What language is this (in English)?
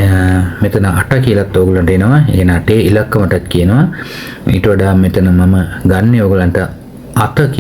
Sinhala